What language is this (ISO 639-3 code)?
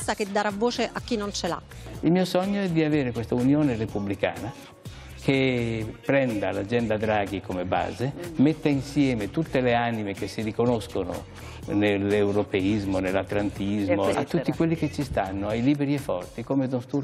ita